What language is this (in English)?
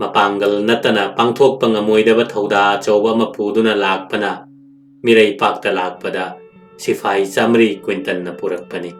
Manipuri